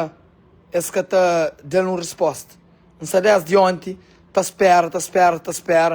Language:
Kabuverdianu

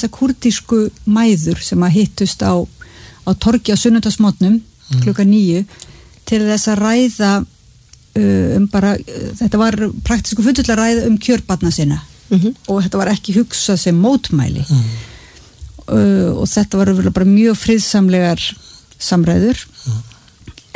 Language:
Icelandic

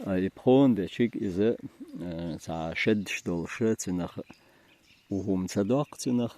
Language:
Chechen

